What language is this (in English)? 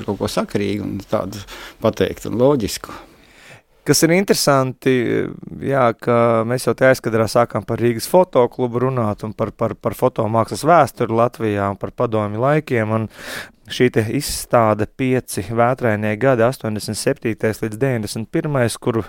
Latvian